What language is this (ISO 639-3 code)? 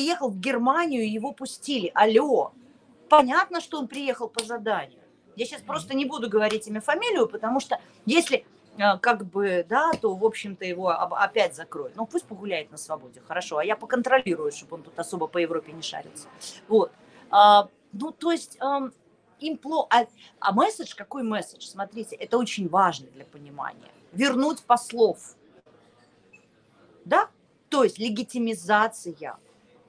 rus